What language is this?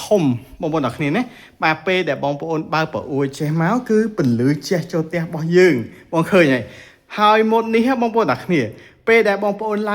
Khmer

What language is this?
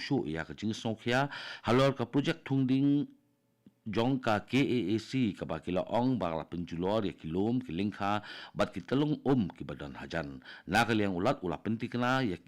Khasi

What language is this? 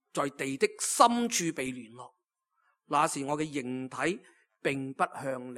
Cantonese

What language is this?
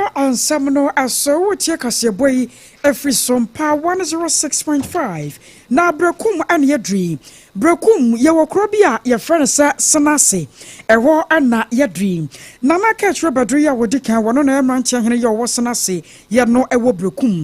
Akan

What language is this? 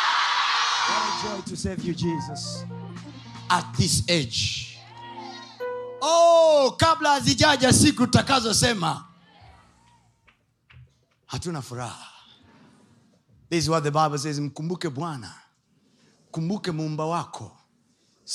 Swahili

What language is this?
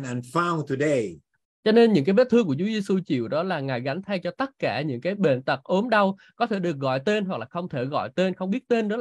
Vietnamese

